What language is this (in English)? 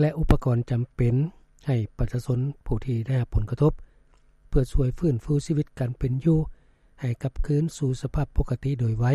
Lao